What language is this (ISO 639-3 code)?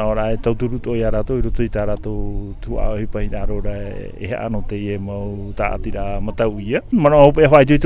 tah